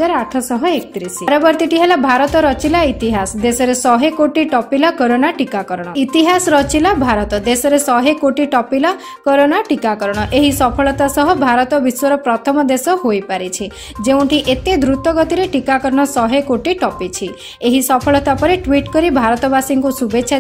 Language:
Odia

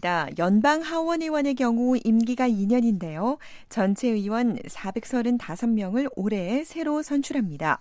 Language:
Korean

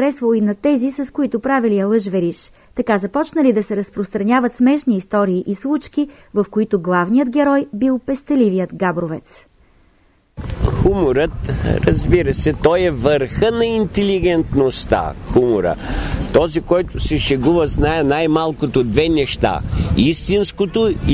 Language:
Bulgarian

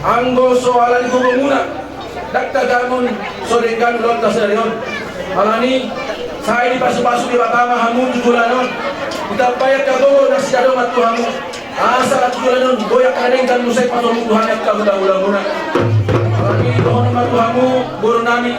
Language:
Batak Toba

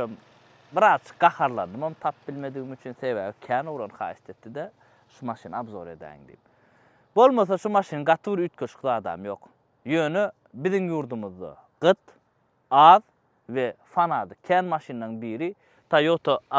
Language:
Turkmen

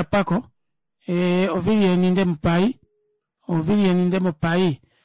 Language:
Kuanyama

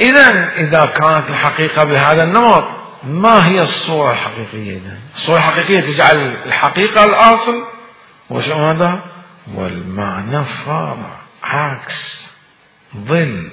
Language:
Mesopotamian Arabic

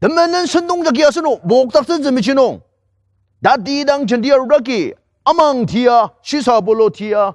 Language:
Ao Naga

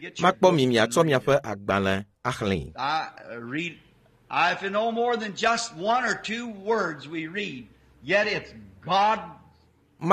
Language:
Ewe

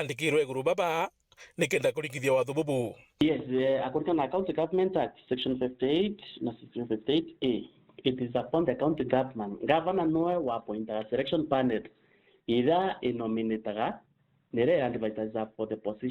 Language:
Meru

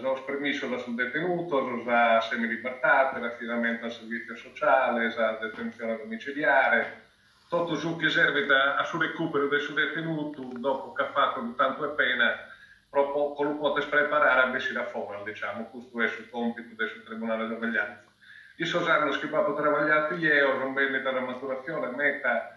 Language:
Sardinian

